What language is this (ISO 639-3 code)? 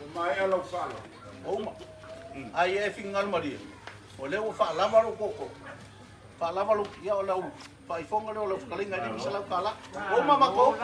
smo